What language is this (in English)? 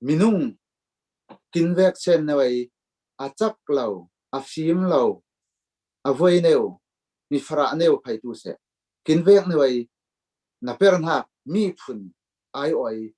Falam Chin